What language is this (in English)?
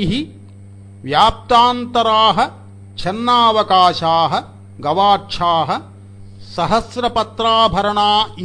Sanskrit